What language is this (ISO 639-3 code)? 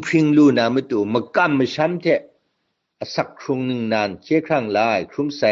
kac